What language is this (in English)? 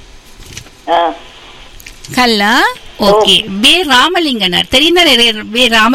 Tamil